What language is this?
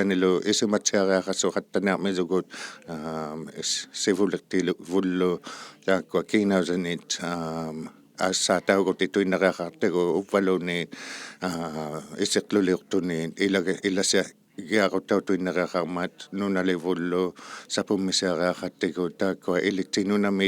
Inuktitut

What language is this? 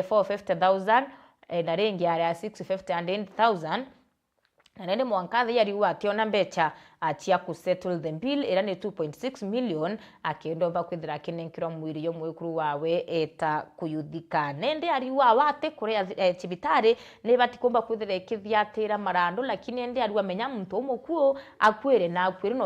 Meru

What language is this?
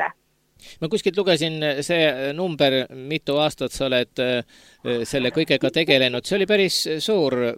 Estonian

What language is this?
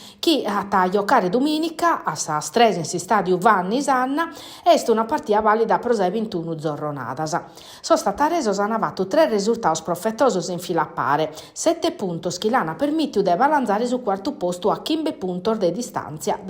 Sardinian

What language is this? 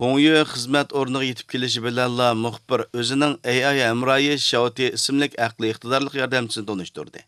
Uyghur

